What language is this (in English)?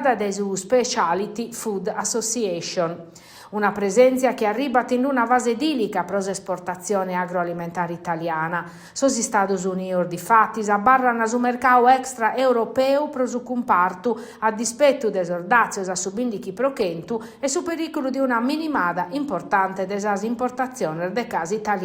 Sardinian